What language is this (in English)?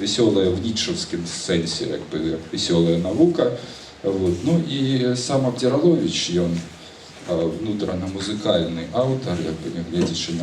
Belarusian